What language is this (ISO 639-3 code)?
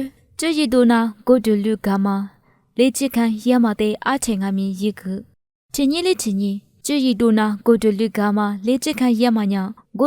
lis